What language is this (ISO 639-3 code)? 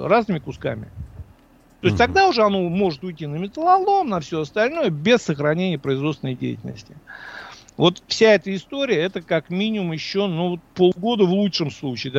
rus